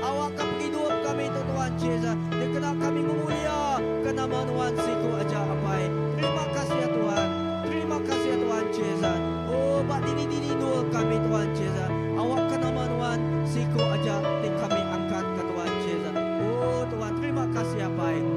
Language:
Iban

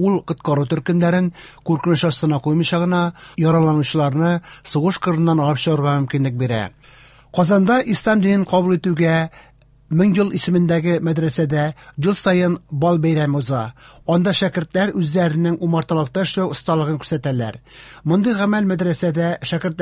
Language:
Tatar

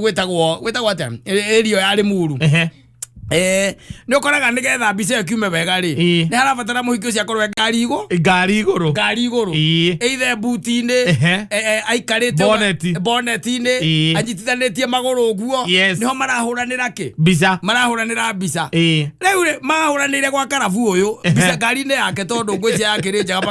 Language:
Kikuyu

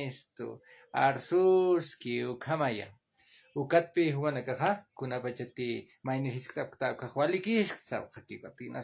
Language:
Aymara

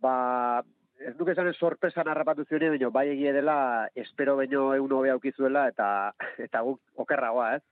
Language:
Basque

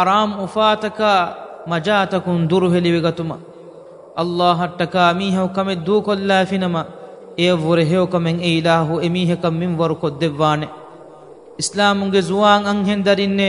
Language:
Divehi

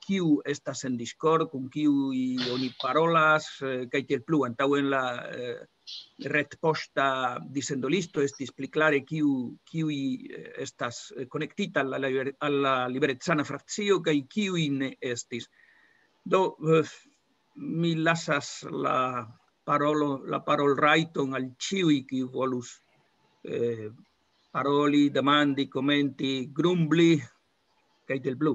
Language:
Esperanto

